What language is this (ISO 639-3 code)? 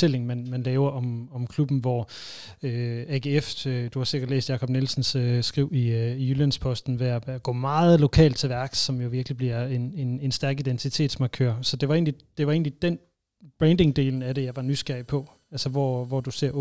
dan